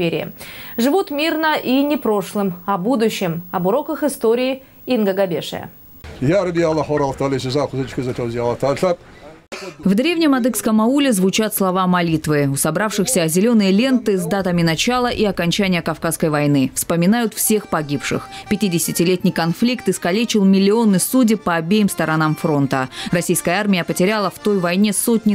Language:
Russian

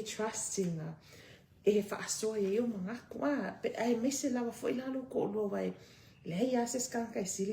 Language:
Samoan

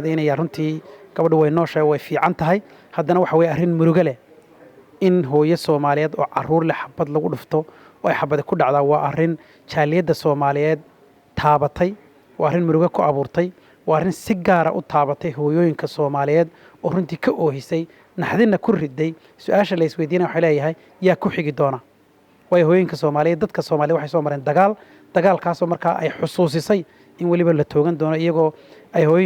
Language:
Somali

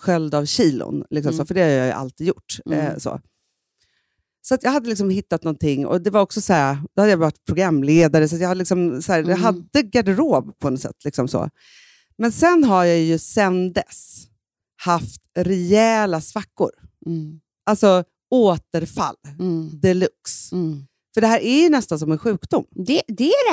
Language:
Swedish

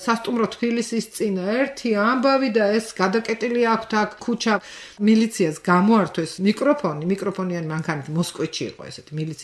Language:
Georgian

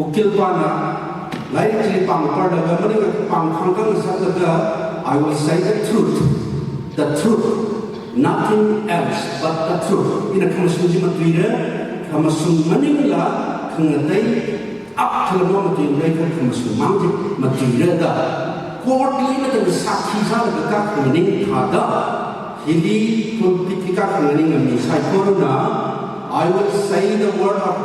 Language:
Tangkhul Naga (India)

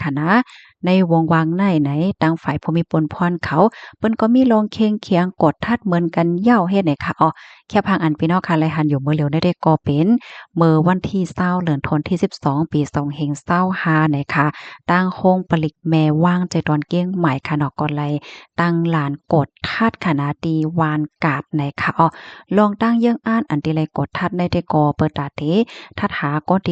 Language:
Shan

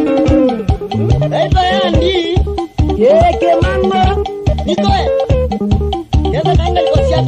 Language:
Swahili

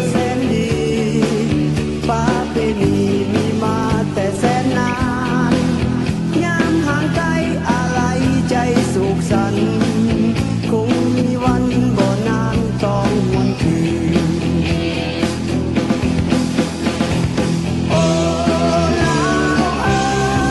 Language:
Thai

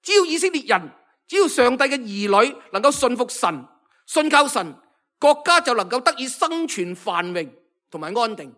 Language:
Cantonese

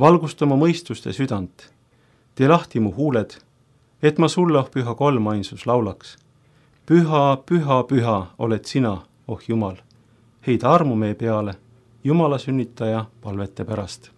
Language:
Estonian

